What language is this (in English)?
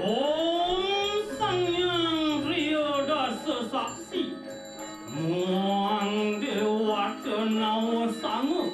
Balinese